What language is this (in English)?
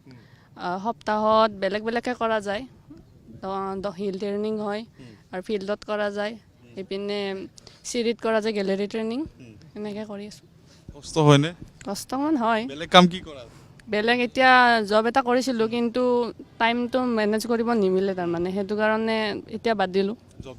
Assamese